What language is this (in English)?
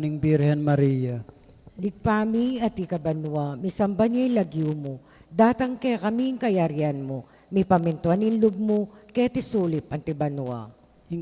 Pampanga